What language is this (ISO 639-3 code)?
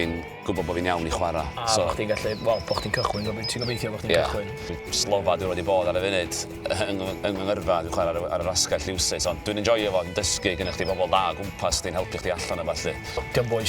cym